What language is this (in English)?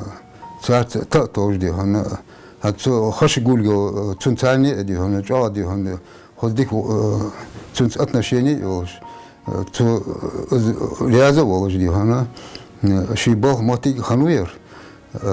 Ingush